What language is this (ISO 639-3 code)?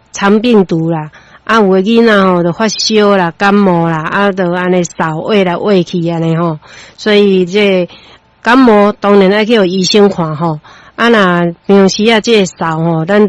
nan